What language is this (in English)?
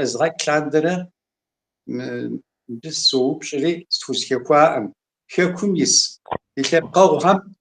Kabardian